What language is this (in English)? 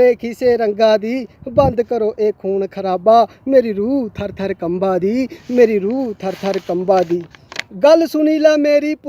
Dogri